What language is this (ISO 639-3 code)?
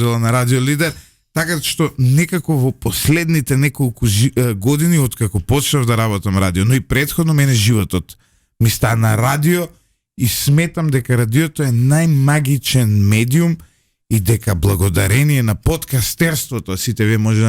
mkd